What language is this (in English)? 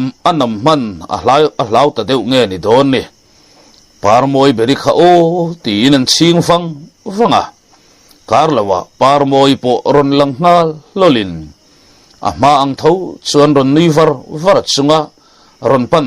Mizo